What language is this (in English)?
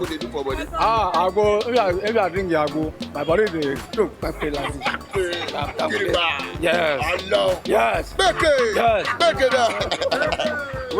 Nigerian Pidgin